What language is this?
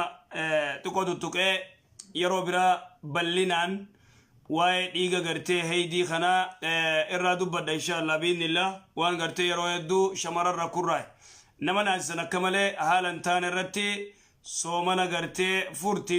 Oromo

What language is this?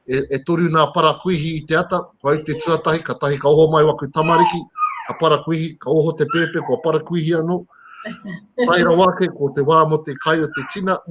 Māori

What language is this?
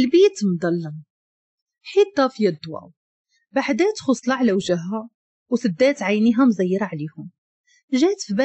Moroccan Arabic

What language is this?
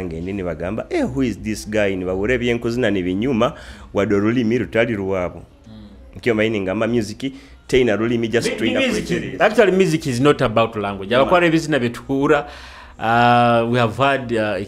Nyoro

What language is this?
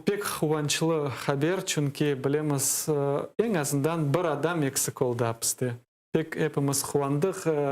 Crimean Tatar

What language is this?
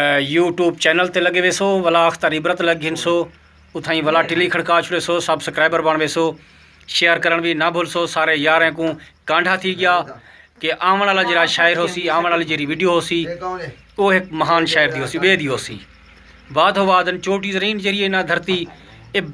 Saraiki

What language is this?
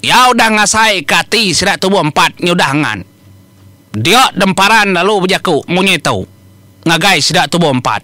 Iban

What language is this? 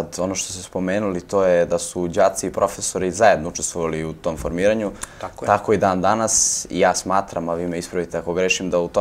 Serbian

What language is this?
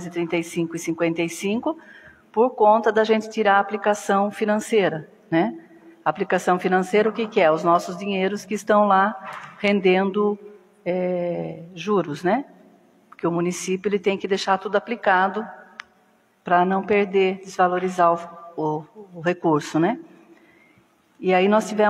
Portuguese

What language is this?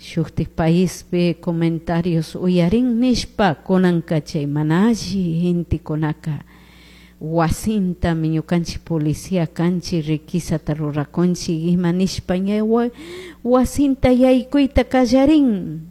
Chimborazo Highland Quichua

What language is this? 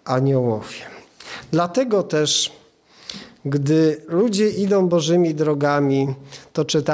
Polish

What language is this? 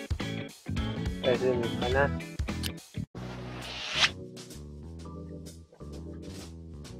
Spanish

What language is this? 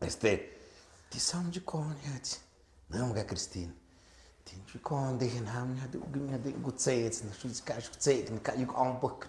Tlahuitoltepec Mixe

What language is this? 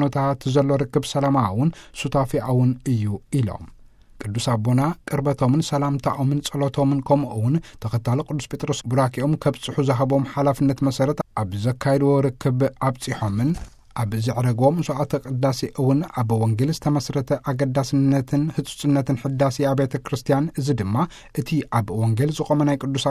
Tigrinya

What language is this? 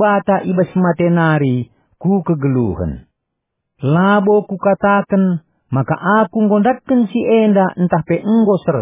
Batak Karo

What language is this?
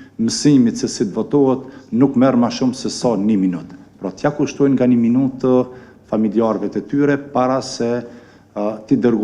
Albanian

